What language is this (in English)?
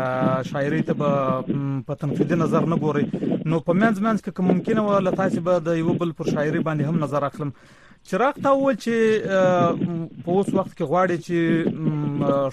Pashto